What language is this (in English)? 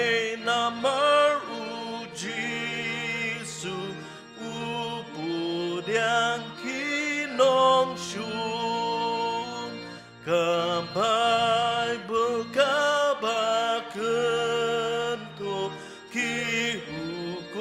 Khasi